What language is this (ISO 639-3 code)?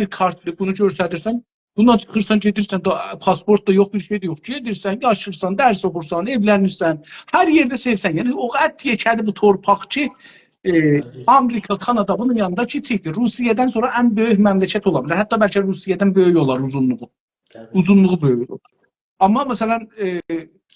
azb